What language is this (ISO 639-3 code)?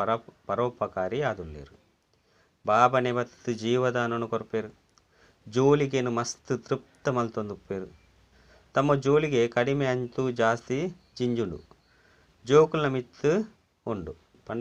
tcy